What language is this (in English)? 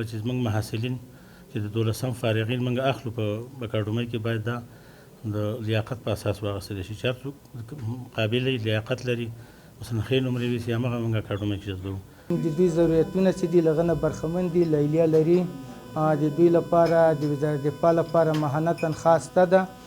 Pashto